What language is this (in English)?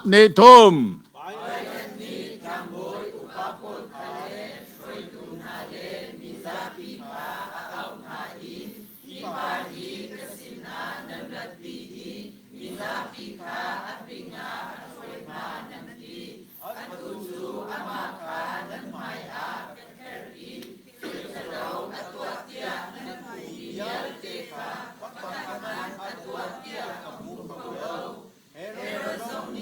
Hakha Chin